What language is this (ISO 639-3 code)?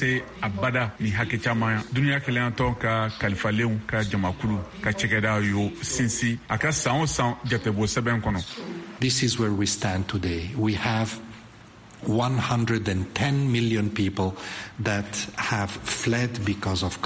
bam